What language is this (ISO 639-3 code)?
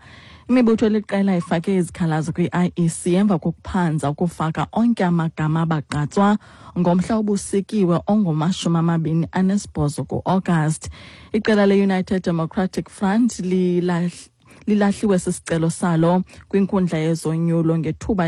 xho